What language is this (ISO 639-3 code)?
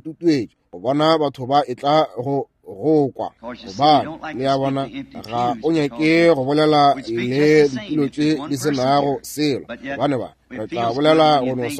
nso